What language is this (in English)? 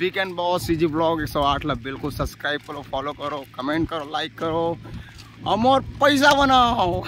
Chhattisgarhi